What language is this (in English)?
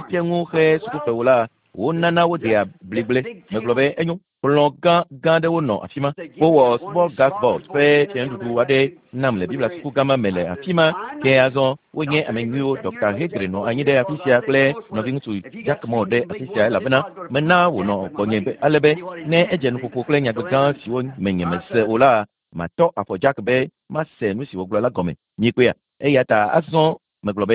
Ewe